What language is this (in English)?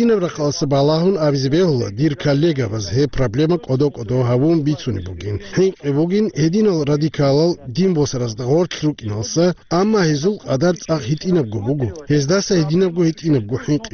Avaric